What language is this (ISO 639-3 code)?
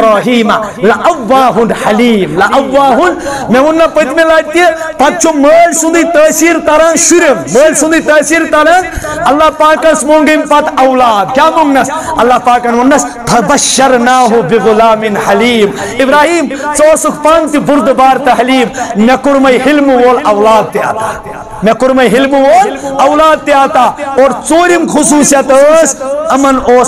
kas